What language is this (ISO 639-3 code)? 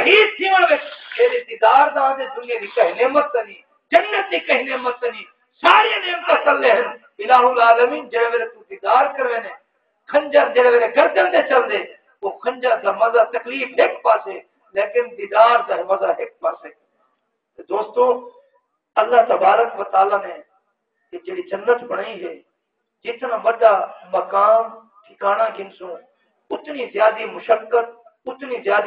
skr